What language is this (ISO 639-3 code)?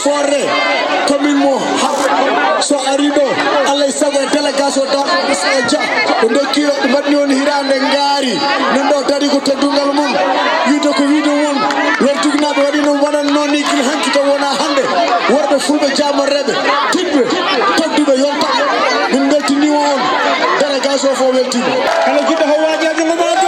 ful